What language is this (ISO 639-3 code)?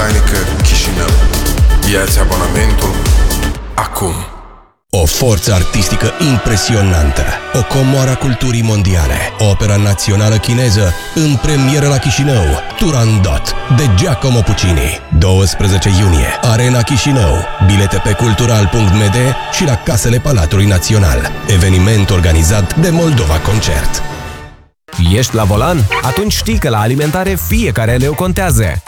ron